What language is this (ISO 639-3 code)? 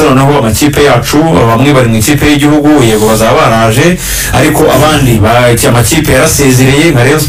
kin